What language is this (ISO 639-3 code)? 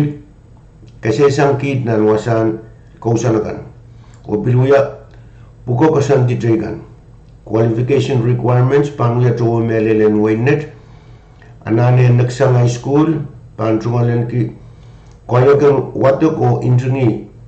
pon